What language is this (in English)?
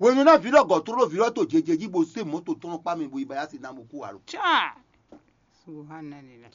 Fon